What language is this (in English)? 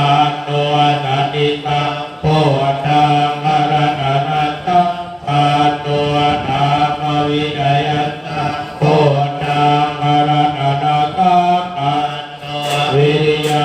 Pali